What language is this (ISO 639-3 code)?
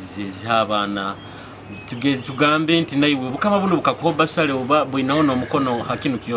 nyo